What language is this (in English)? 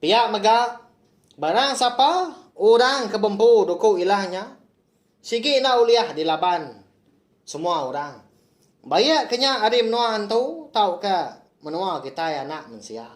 Iban